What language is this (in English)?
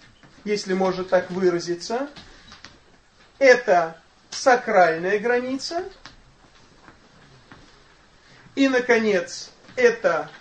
Russian